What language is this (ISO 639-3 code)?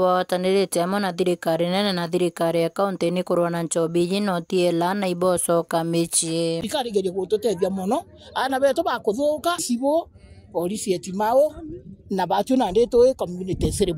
mer